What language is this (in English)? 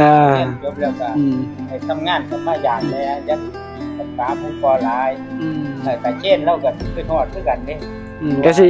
Northeastern Thai